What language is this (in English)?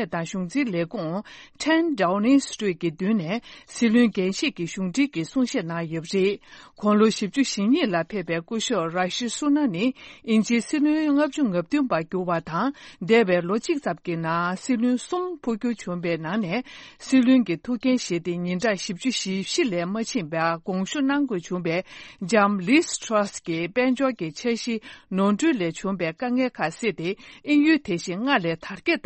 Tibetan